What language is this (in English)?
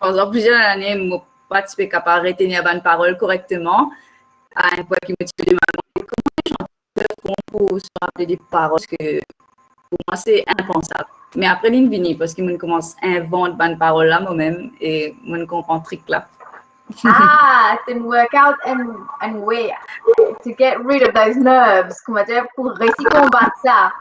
Morisyen